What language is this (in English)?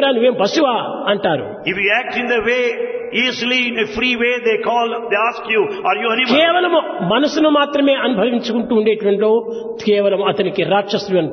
Telugu